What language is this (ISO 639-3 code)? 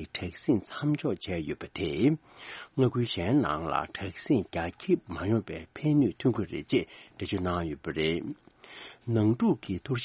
bod